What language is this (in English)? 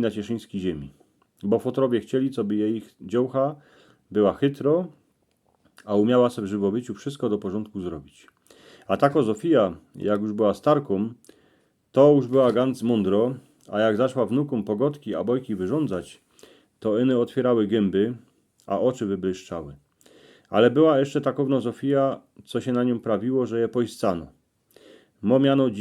Silesian